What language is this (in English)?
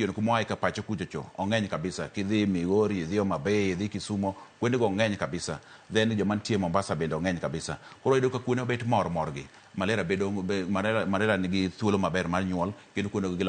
Luo (Kenya and Tanzania)